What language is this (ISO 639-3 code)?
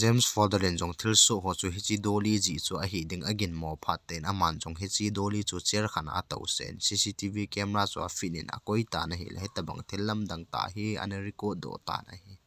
tcz